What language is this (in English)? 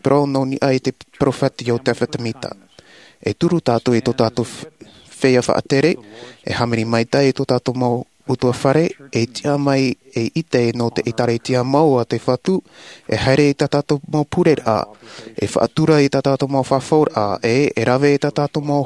Tahitian